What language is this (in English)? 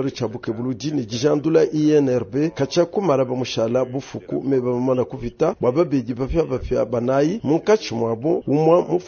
Luba-Lulua